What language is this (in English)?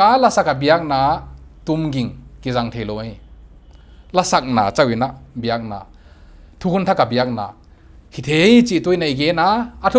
Paite Chin